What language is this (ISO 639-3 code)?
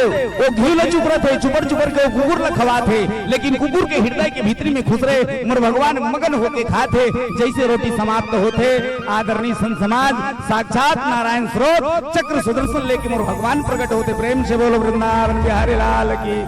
hne